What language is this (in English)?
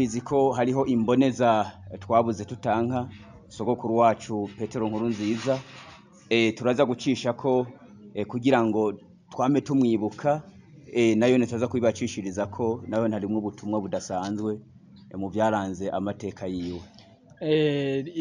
Rundi